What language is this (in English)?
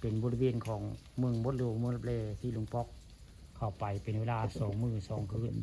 Northeastern Thai